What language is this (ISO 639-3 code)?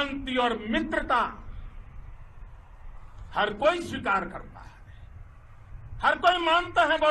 hin